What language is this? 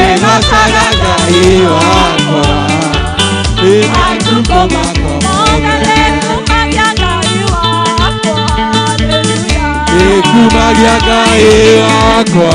Kikuyu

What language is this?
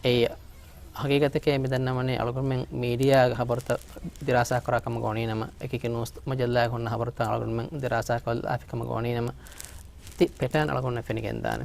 Divehi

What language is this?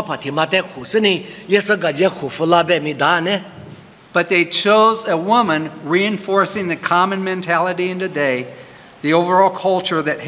Lisu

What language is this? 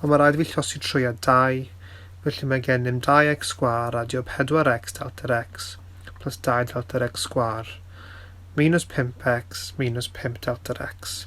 Welsh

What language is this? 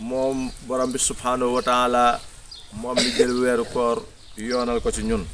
Wolof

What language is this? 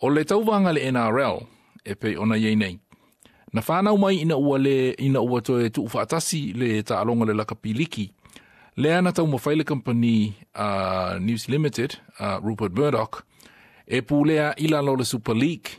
Samoan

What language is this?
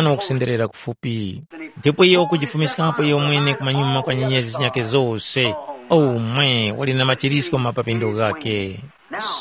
Tumbuka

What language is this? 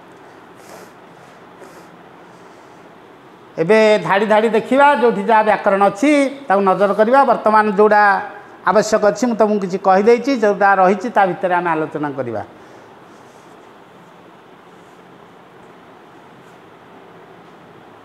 Odia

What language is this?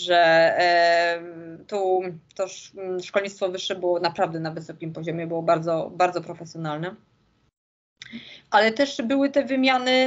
Polish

